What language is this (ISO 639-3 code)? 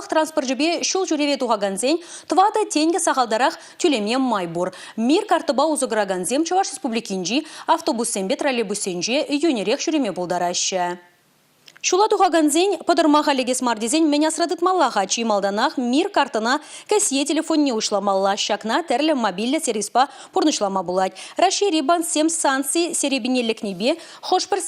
chv